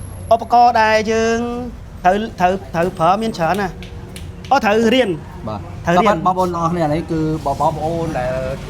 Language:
Khmer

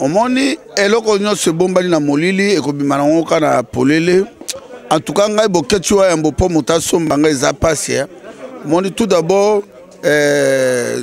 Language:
Lingala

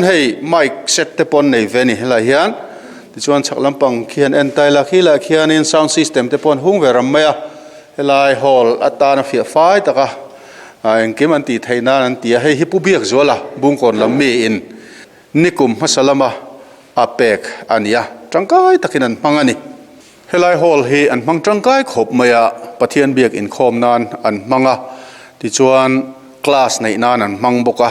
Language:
Mizo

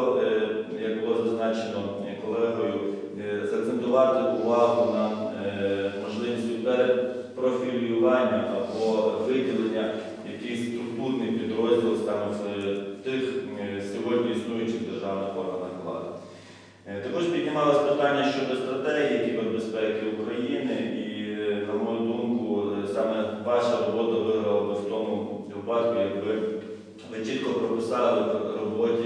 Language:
Ukrainian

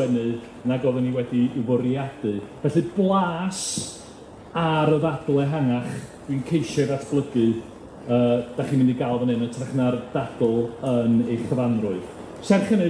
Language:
Welsh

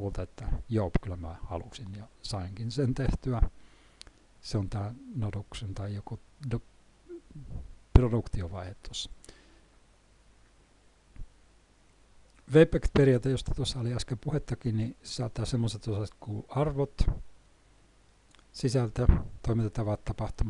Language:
Finnish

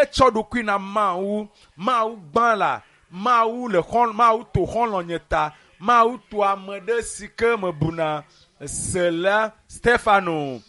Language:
Ewe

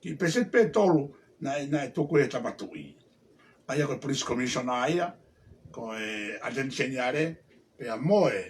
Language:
Tongan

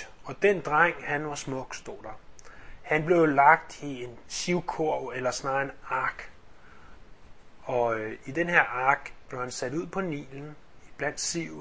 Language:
Danish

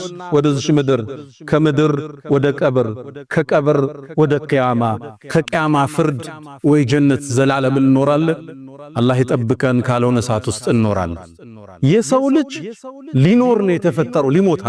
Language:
Amharic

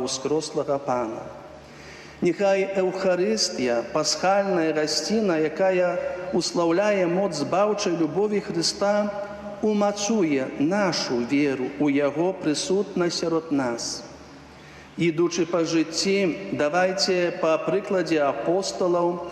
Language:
Belarusian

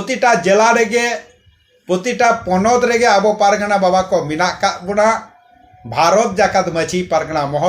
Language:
Santali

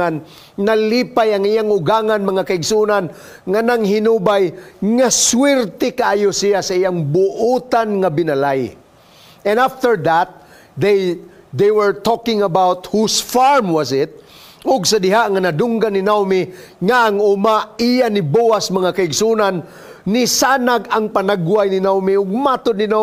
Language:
Cebuano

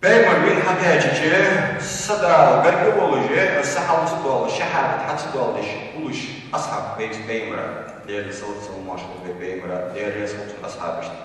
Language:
Ingush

